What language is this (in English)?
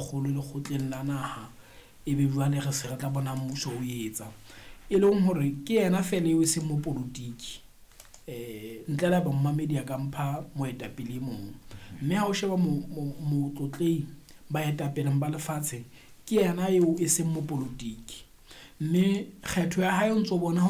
Southern Sotho